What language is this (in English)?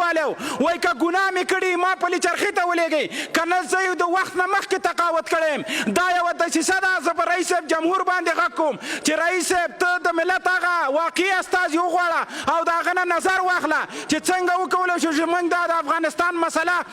Pashto